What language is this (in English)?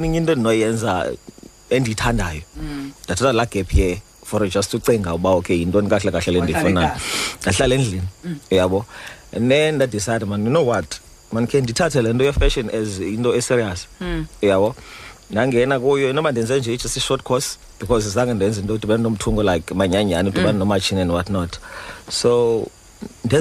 Xhosa